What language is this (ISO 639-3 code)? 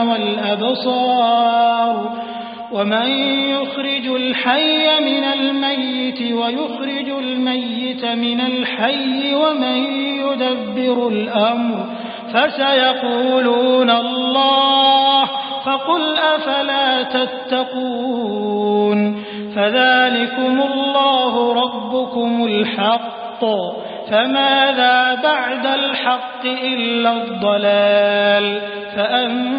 ara